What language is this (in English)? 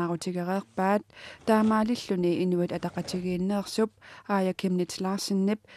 Kalaallisut